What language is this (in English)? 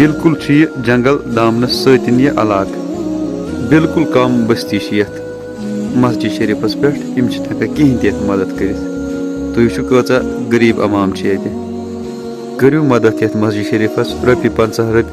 Kashmiri